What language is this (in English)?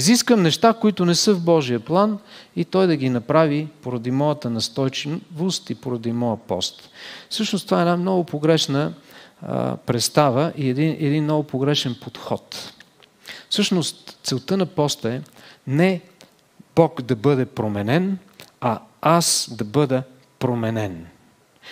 Bulgarian